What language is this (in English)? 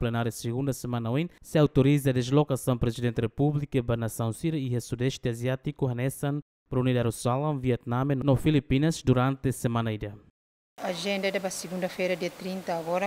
Tetum